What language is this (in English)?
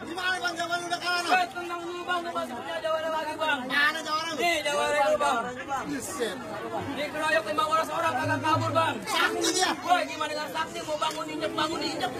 Betawi